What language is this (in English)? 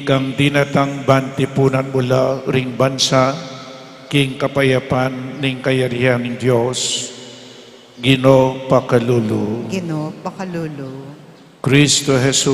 Pampanga